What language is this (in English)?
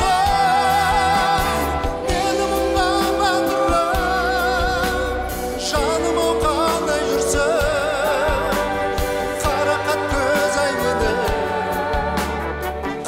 Kazakh